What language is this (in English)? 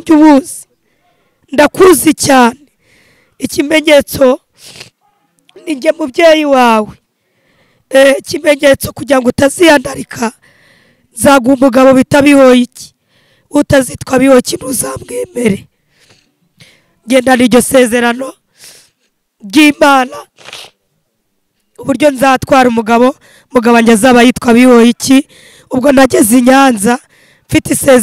Kinyarwanda